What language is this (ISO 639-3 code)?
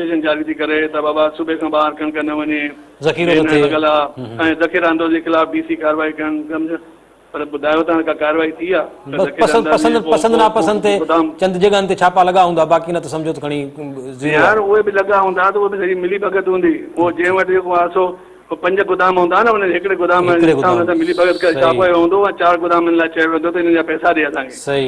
snd